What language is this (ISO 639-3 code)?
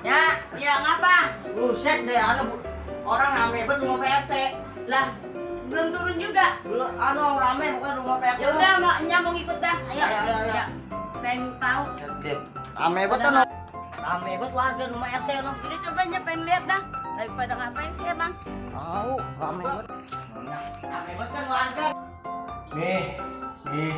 bew